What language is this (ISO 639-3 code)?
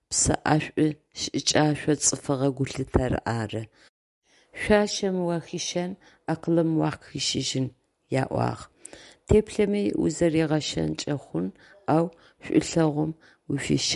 ady